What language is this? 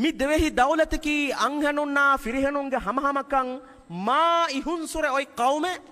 Divehi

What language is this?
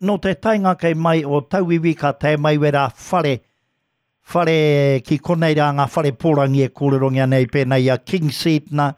Māori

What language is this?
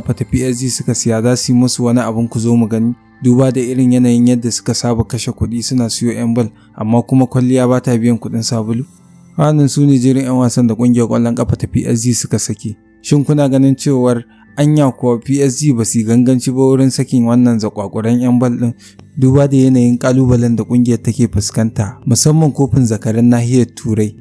Hausa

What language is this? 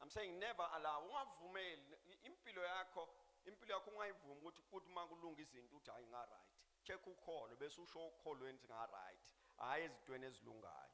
Zulu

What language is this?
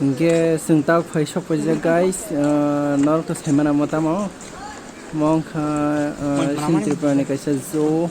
Kok Borok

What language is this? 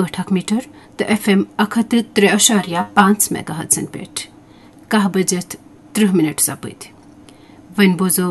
Kashmiri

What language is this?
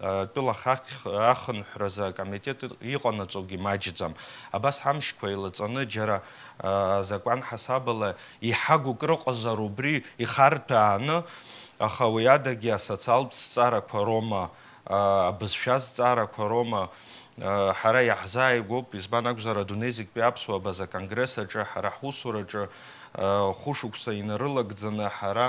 Abkhazian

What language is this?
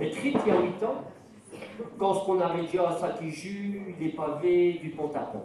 Picard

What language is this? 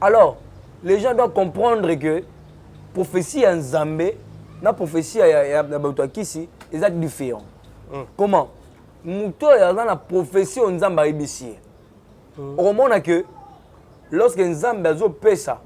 Lingala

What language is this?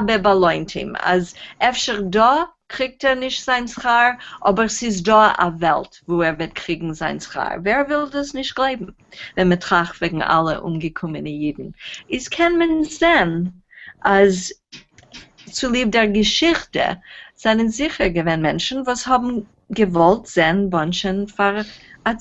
Yiddish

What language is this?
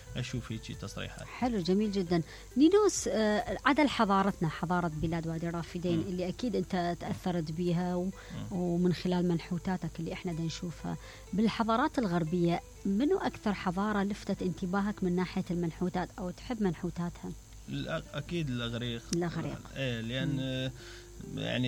Mesopotamian Arabic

